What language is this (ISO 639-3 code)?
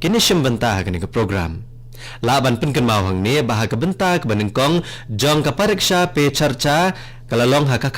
kha